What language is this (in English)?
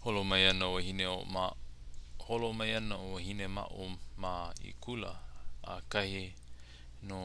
Hawaiian